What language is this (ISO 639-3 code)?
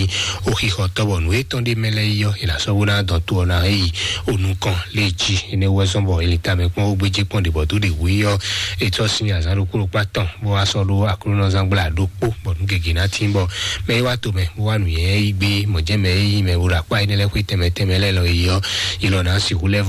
fon